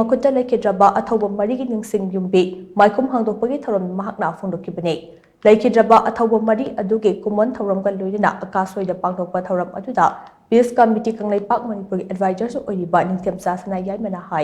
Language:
Manipuri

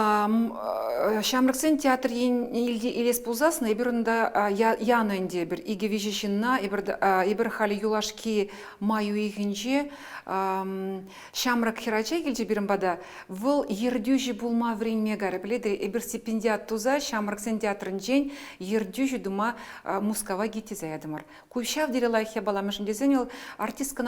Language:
Chuvash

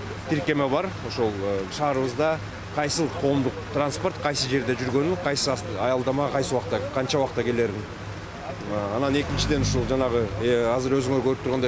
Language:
Kyrgyz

